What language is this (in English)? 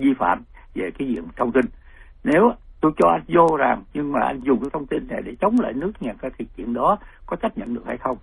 Vietnamese